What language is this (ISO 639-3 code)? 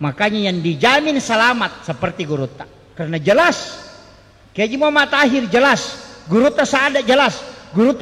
bug